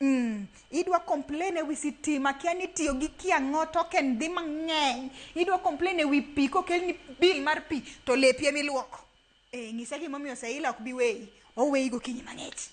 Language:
Luo (Kenya and Tanzania)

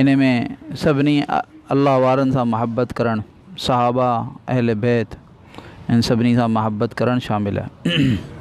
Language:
Sindhi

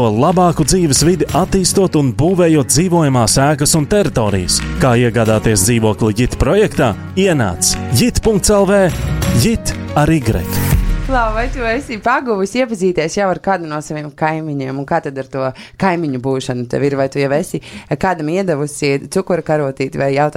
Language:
Latvian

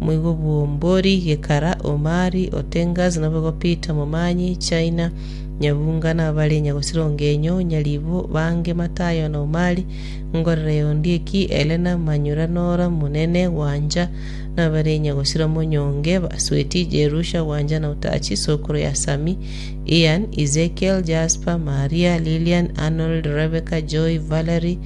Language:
Gusii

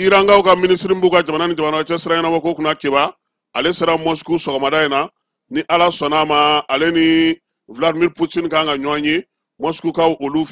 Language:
Bambara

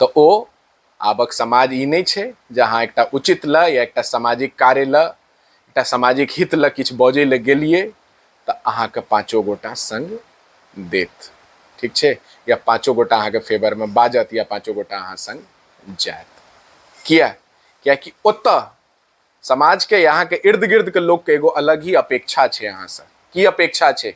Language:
Maithili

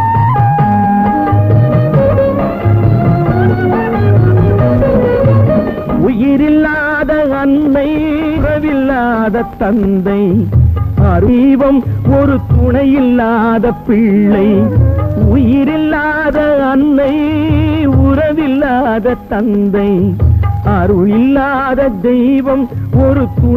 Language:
Tamil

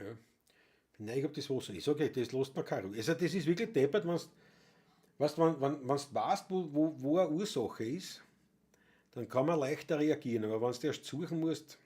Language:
Bavarian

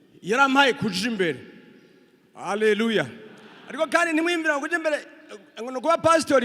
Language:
Rundi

